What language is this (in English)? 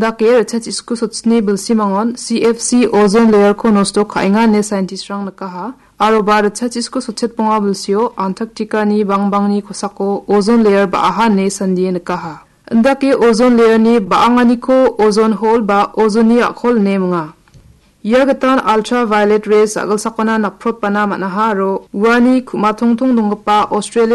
Garo